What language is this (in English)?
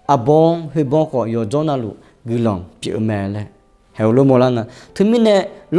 Akha